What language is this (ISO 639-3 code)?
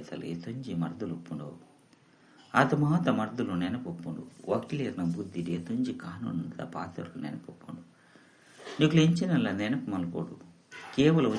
tcy